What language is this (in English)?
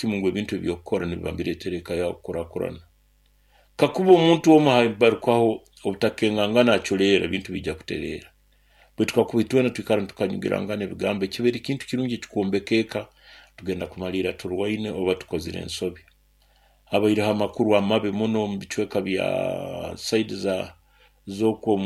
Nyoro